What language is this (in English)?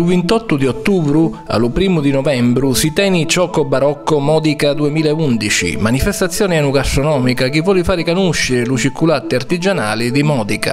Sicilian